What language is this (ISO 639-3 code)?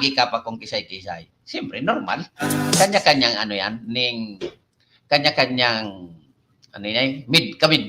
bik